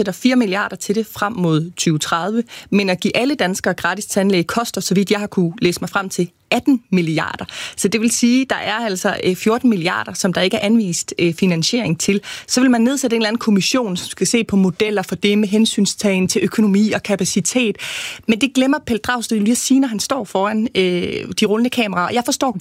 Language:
Danish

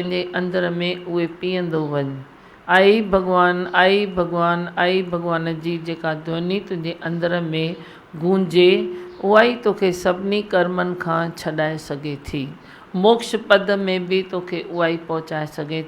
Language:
Sindhi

